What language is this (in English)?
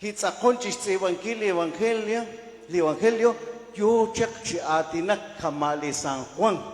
Kekchí